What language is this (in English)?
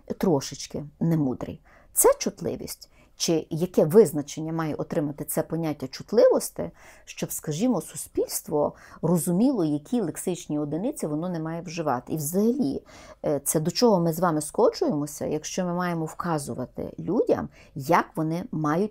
Ukrainian